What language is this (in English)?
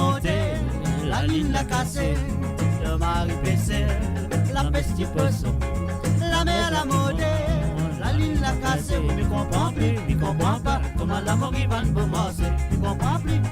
Morisyen